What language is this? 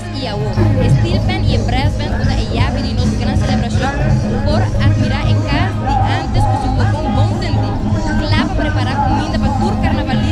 Papiamento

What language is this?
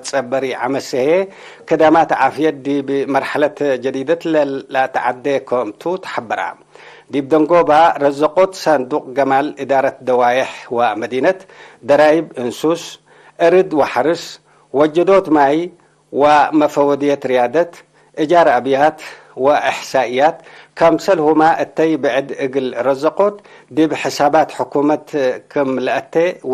Tigre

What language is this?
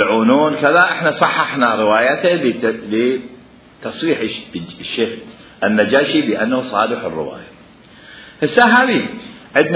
Mesopotamian Arabic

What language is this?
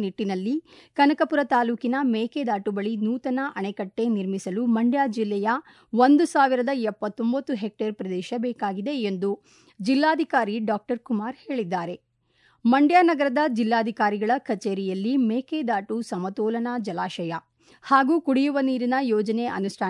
Kannada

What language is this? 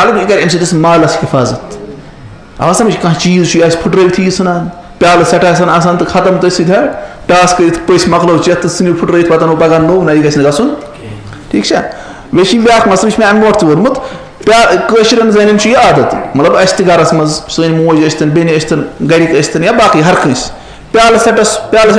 Kashmiri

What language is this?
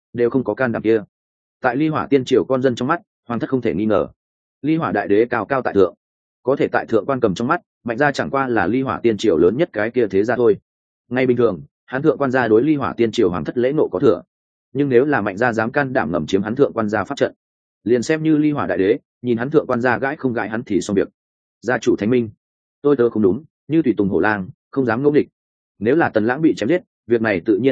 Vietnamese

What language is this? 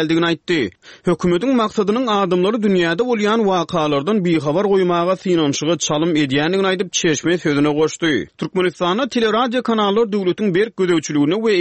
Turkmen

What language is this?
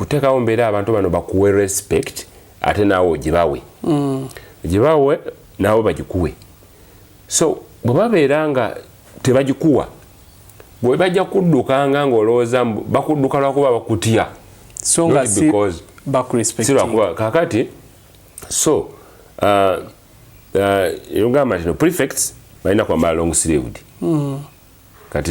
Ganda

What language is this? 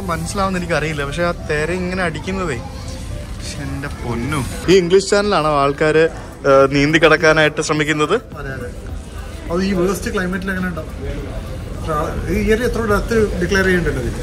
Malayalam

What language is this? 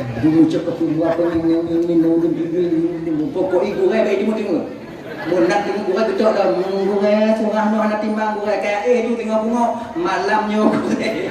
Achinese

